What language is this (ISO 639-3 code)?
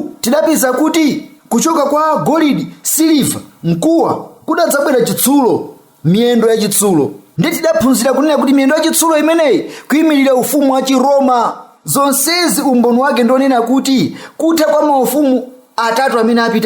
nya